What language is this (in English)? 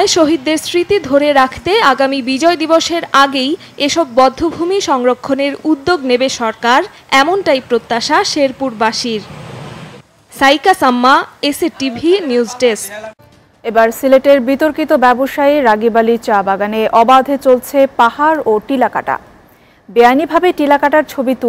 Bangla